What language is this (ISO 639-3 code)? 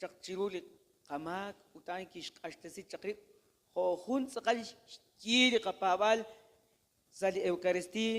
kek